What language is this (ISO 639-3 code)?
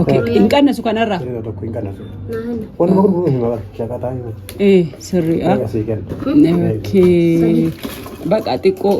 orm